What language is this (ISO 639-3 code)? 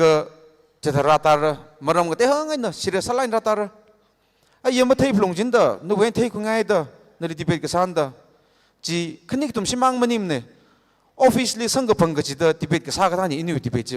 nmf